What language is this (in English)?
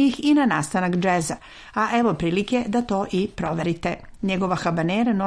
Serbian